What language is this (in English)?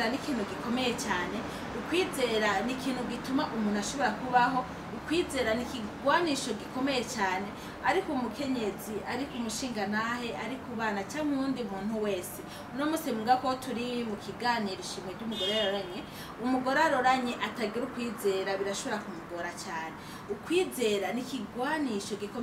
Rundi